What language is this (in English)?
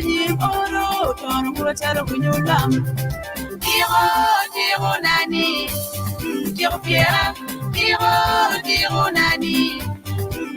Acoli